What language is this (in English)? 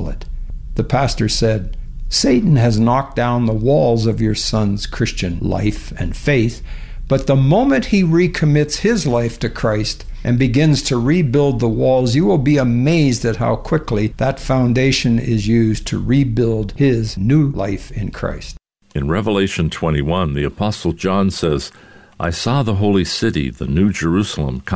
English